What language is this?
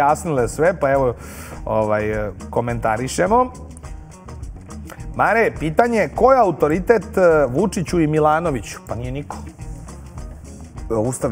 Serbian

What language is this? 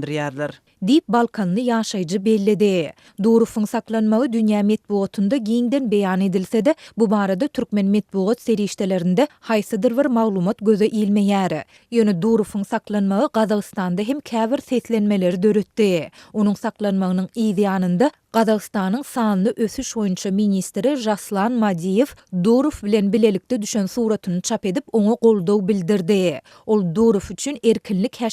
Turkmen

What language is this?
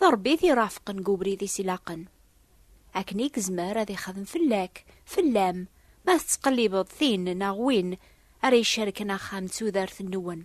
Kabyle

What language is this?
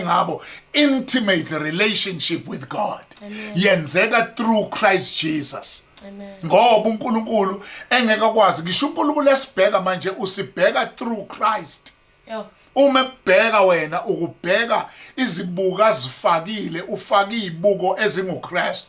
Zulu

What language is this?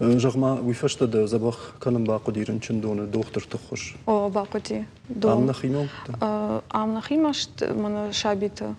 Ossetic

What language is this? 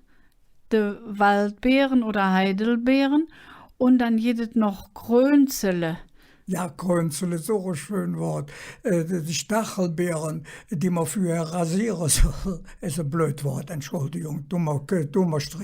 Colognian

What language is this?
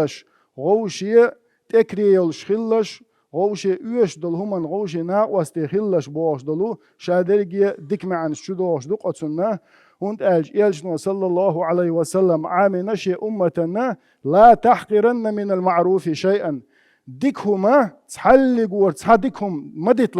Chechen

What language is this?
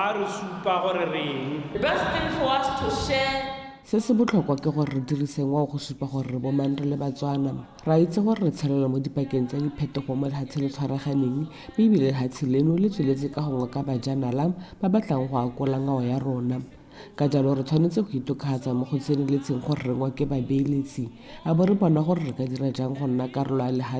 Tswana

